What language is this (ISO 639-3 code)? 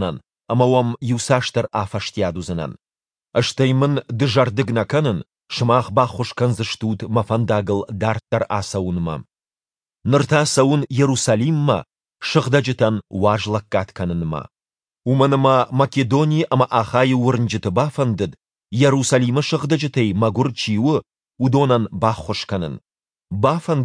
oss